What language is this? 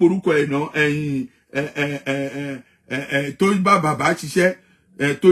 Yoruba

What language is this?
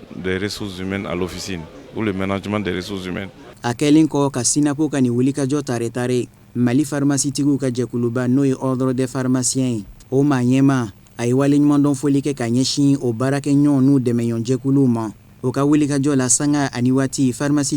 Bambara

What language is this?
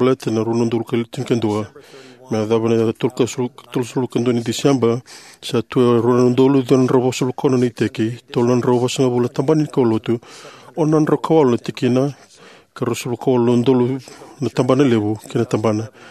Fijian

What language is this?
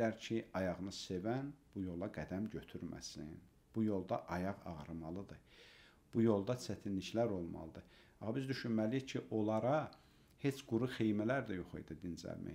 Azerbaijani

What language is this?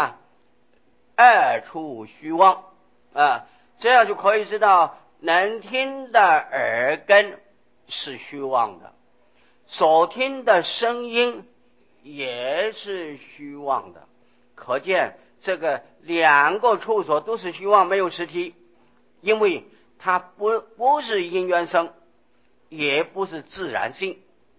Chinese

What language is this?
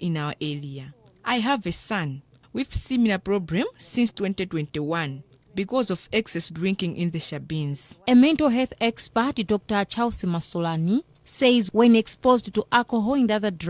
English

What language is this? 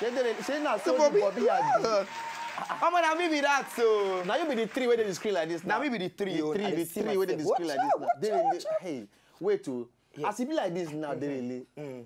Nigerian Pidgin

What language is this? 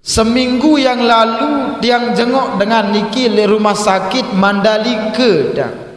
Sasak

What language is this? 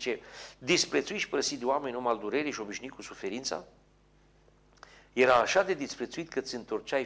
Romanian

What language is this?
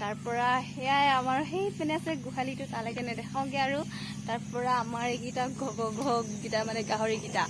Assamese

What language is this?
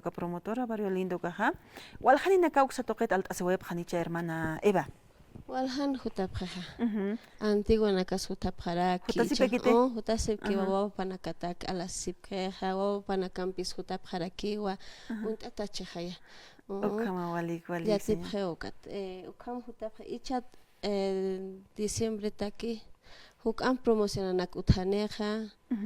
Aymara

